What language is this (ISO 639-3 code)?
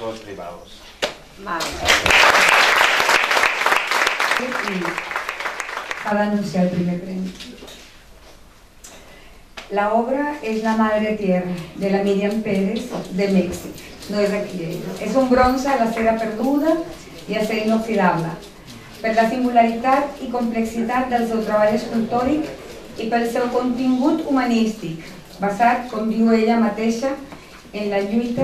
cat